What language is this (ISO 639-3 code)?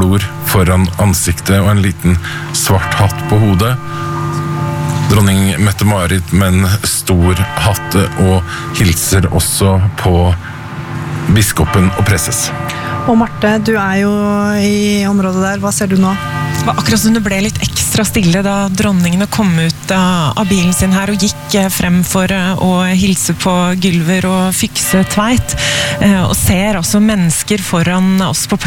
nor